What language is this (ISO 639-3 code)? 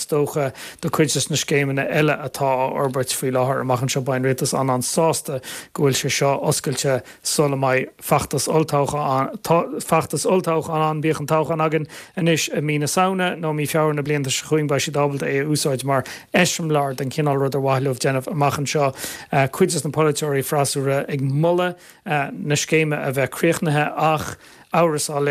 gle